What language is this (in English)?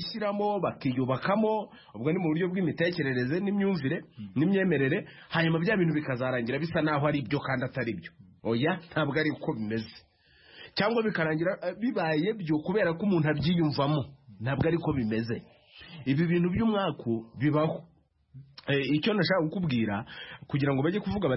Kinyarwanda